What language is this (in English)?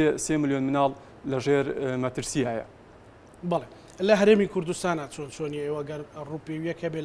Central Kurdish